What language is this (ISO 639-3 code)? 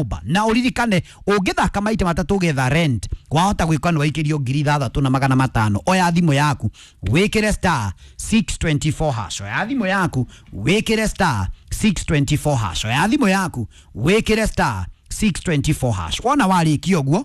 kik